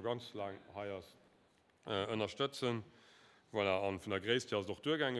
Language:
Luxembourgish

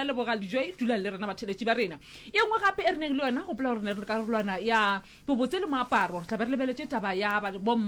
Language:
Northern Sotho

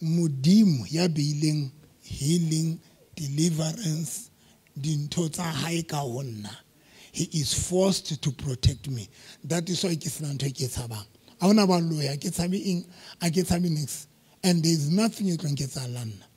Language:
Southern Sotho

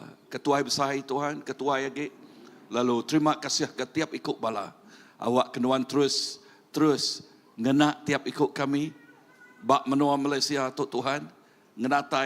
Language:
Iban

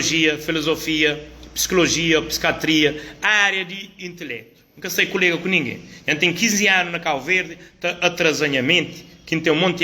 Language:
Kabuverdianu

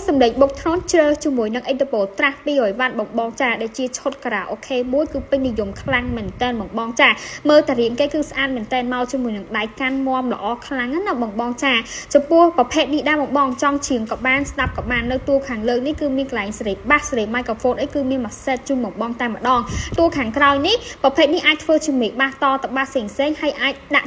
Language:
Khmer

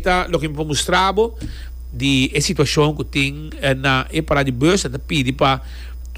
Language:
Papiamento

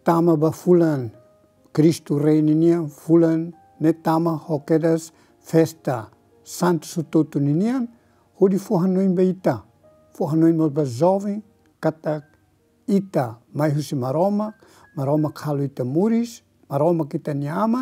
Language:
Tetum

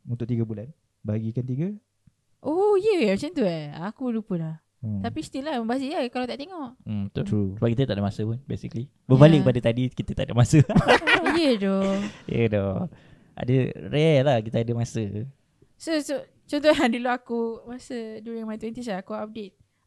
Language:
Malay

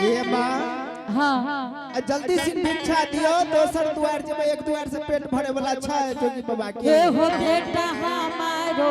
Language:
Angika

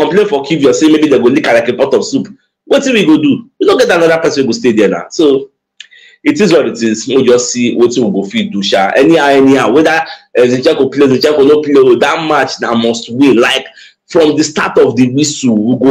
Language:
Nigerian Pidgin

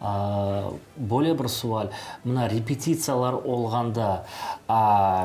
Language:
Crimean Tatar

